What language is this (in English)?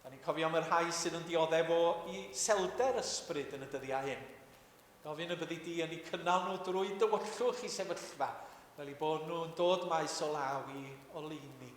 Welsh